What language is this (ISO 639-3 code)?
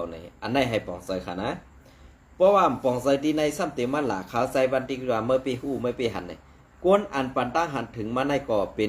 shn